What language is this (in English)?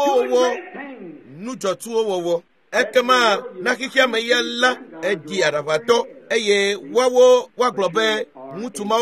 Ewe